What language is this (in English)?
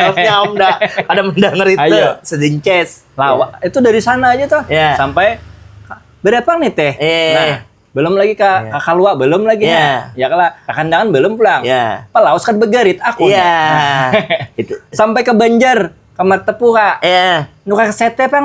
Banjar